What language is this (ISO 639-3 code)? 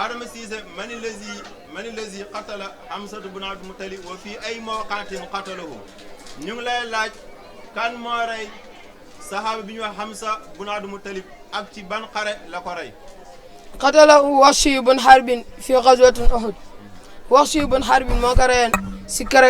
wol